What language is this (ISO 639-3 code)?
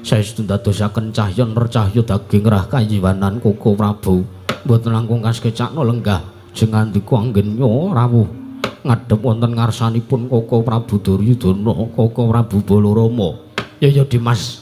jav